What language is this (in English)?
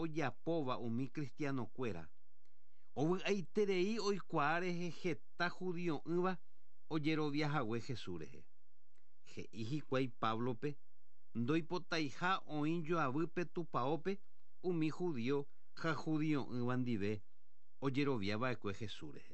Guarani